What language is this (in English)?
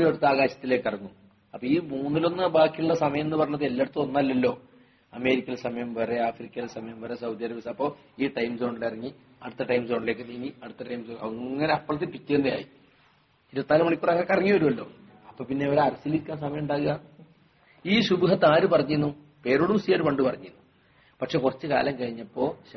Malayalam